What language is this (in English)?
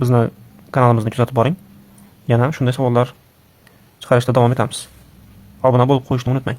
Uzbek